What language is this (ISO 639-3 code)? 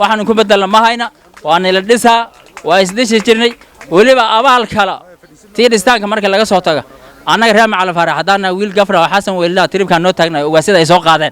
som